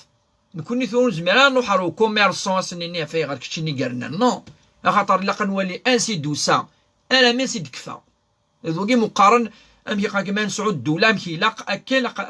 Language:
Kabyle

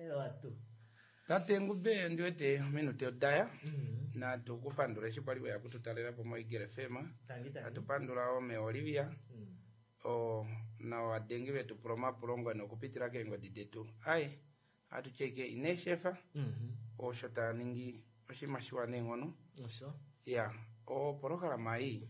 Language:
Kuanyama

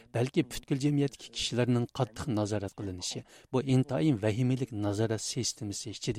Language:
Uyghur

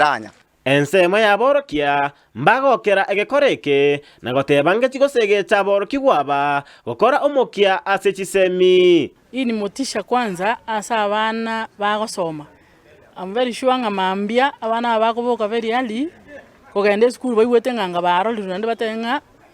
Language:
Gusii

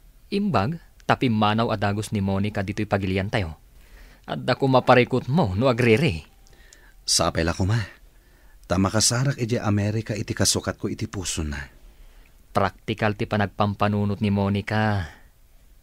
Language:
Iloko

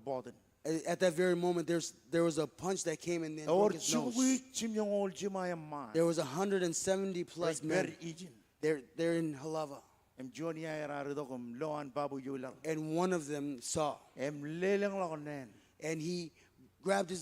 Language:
Marshallese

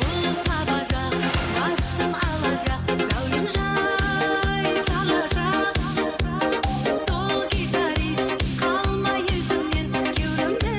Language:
Kara-Kalpak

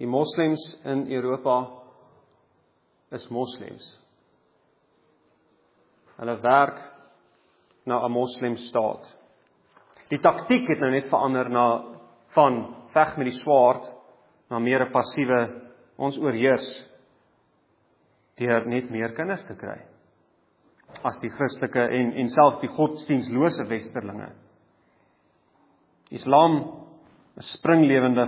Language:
Afrikaans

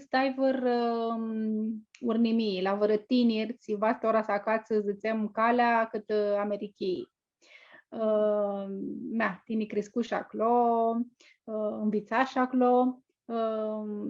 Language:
Aromanian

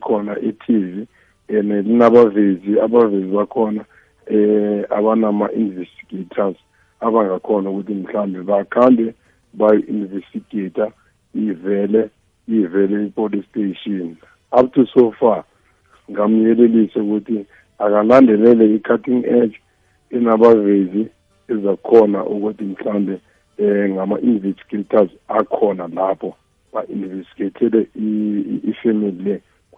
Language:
South Ndebele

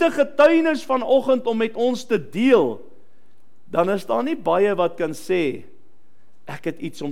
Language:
Afrikaans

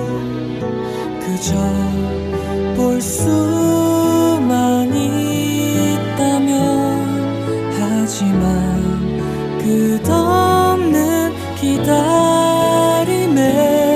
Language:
Korean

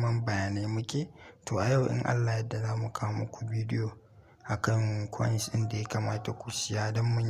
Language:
Hausa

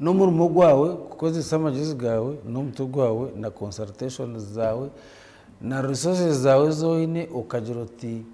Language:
Nyankole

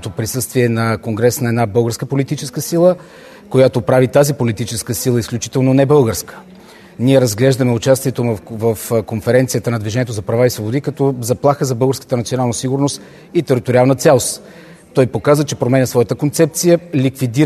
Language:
Bulgarian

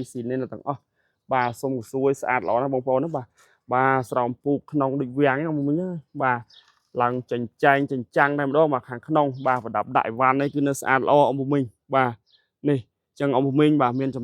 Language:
Khmer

